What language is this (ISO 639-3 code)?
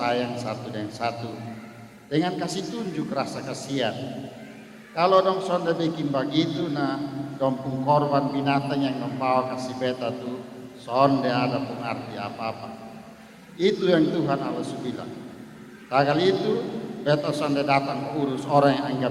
mkn